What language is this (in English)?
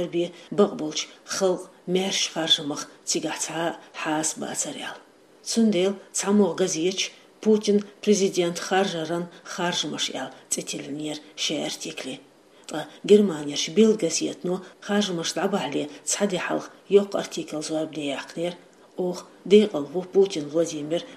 Chechen